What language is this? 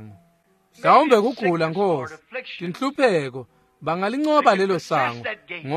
Swati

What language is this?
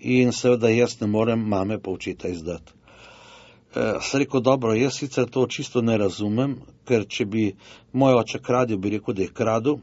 Slovenian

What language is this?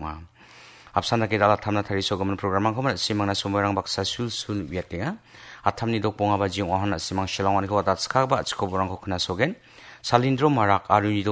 Garo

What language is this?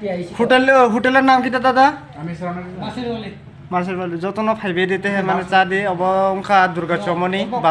Kok Borok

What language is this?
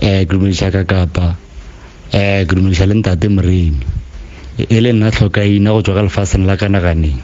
Northern Sotho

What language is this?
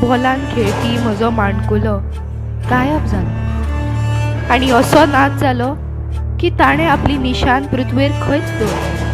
Konkani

